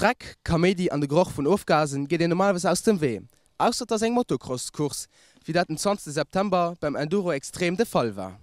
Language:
Luxembourgish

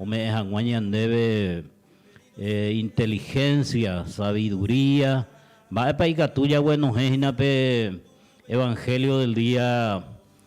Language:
Guarani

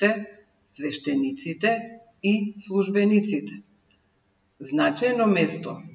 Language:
Macedonian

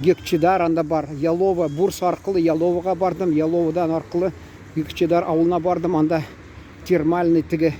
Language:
Tatar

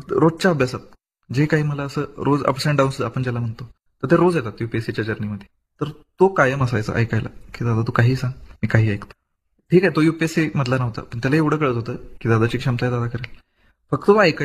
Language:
Marathi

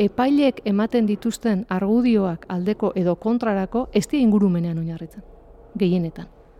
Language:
Basque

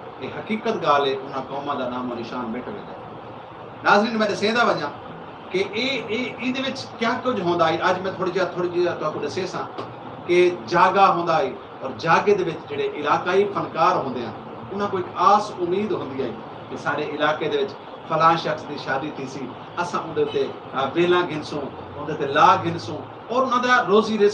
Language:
Saraiki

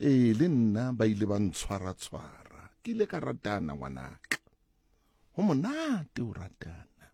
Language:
Southern Sotho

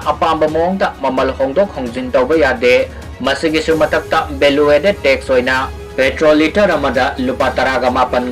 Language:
Manipuri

